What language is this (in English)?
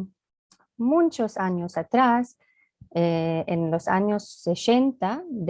Ladino